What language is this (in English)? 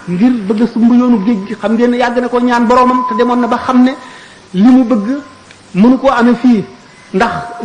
Wolof